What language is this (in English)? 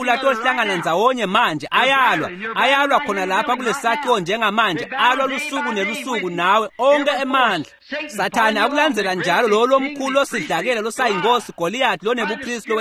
Swati